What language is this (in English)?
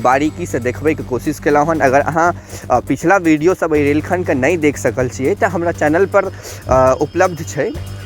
Maithili